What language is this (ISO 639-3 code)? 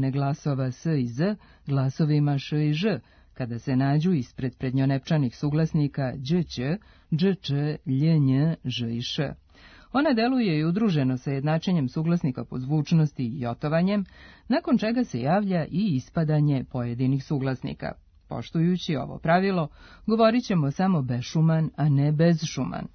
srp